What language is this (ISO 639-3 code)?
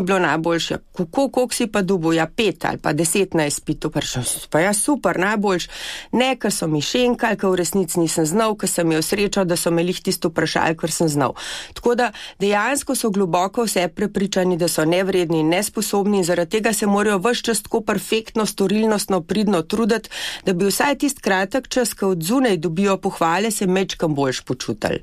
slv